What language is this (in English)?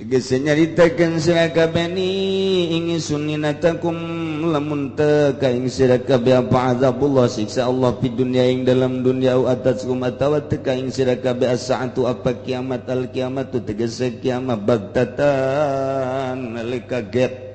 Sundanese